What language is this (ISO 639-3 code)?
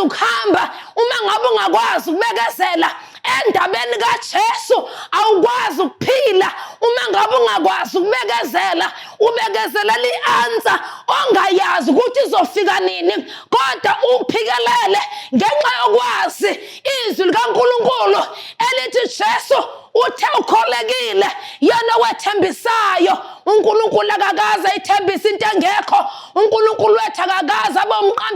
zul